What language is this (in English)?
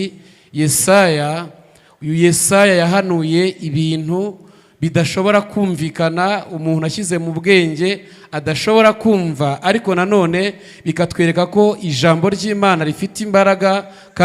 Kinyarwanda